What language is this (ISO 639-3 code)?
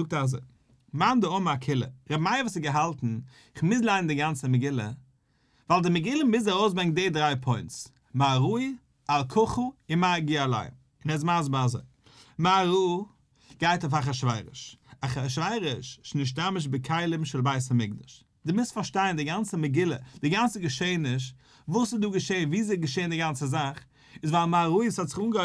yid